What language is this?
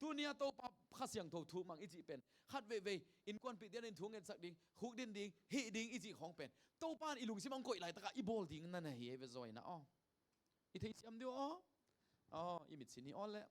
Tedim Chin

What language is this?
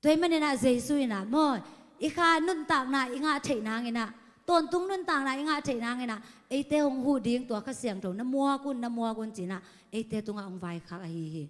Tedim Chin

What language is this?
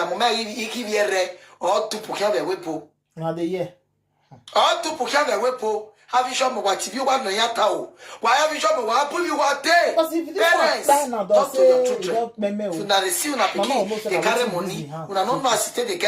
Nigerian Pidgin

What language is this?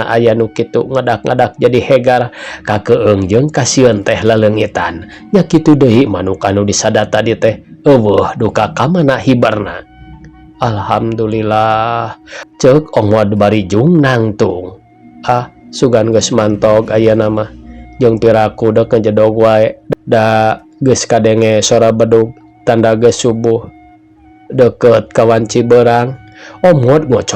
Sundanese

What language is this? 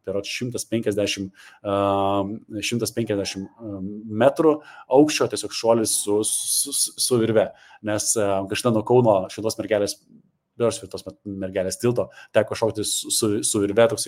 Lithuanian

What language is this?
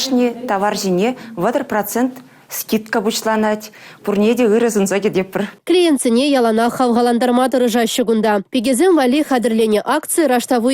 Chuvash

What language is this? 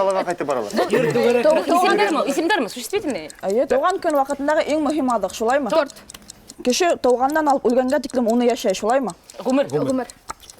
Bashkir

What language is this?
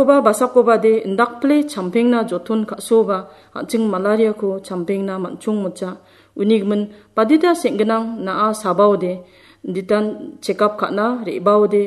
Garo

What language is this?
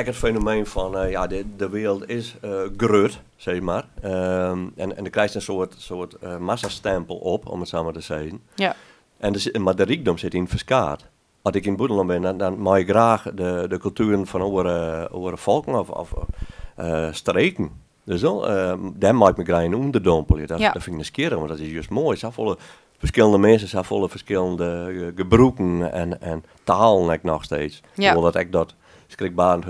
Western Frisian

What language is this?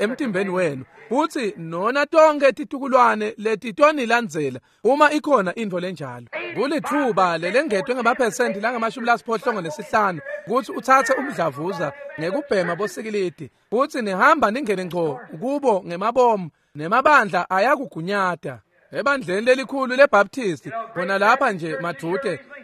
Swati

